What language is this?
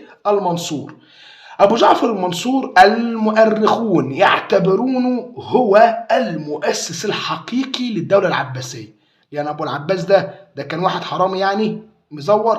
Egyptian Arabic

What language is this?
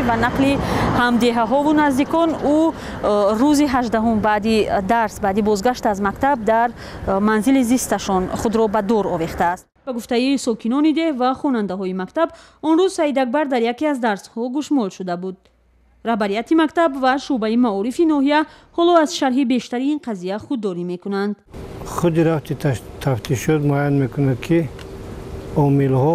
Tajik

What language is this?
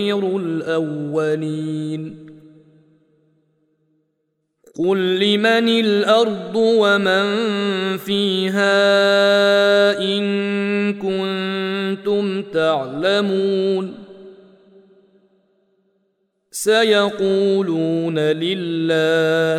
Arabic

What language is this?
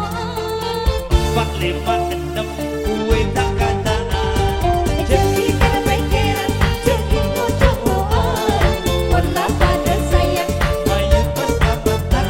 Madurese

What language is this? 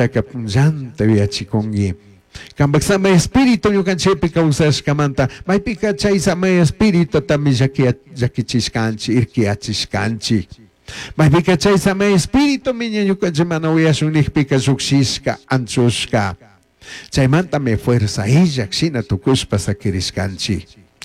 Chimborazo Highland Quichua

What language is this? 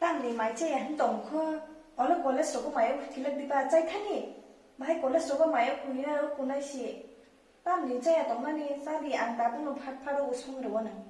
Kok Borok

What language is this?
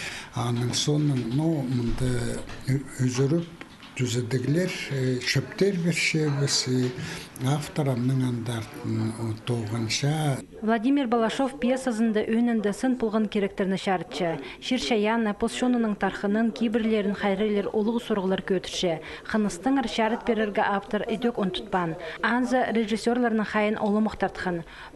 Khakas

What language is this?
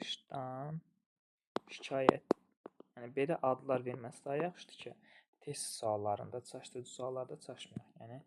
Azerbaijani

